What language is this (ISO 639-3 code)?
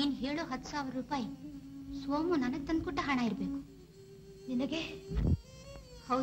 kan